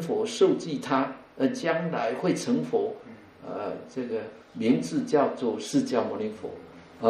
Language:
Chinese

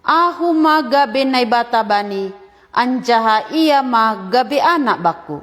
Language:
Batak Simalungun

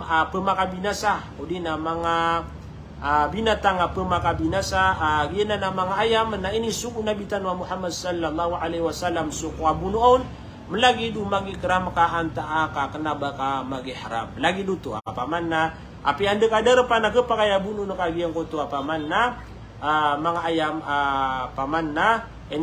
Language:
Maranao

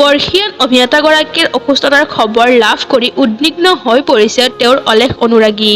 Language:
Assamese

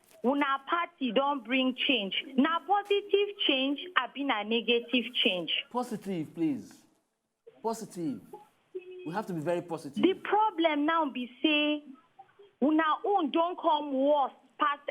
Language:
Nigerian Pidgin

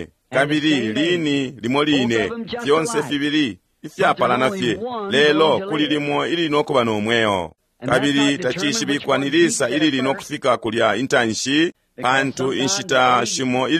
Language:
Bemba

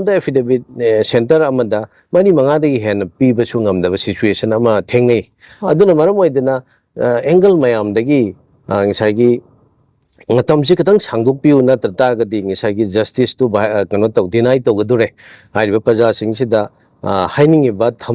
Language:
Manipuri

